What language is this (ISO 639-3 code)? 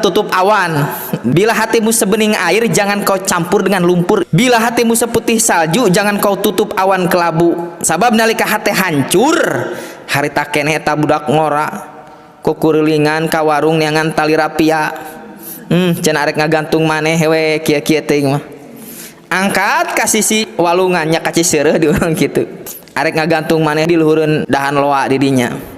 sun